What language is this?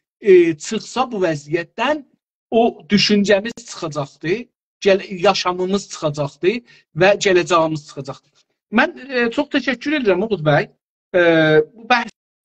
South Azerbaijani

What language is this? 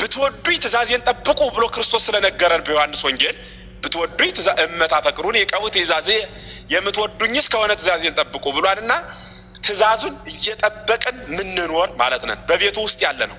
Amharic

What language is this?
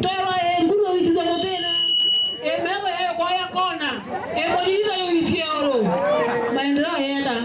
Meru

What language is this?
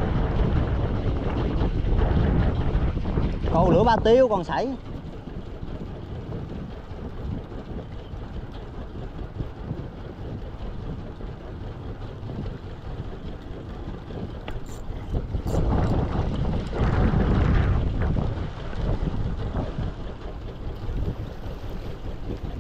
Vietnamese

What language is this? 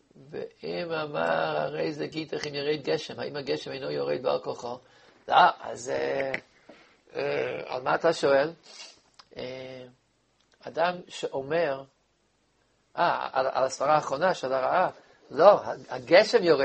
Hebrew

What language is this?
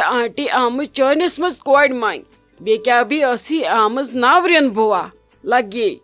Kashmiri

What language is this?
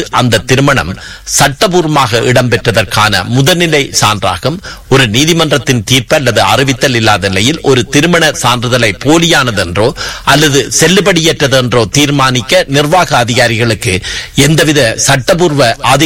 Tamil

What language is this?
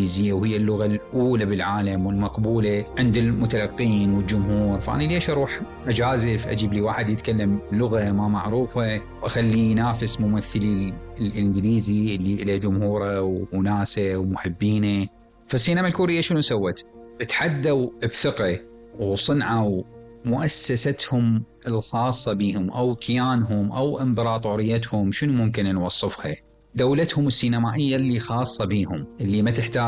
Mesopotamian Arabic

